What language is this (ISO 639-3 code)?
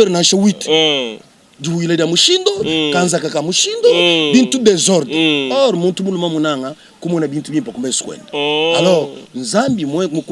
lua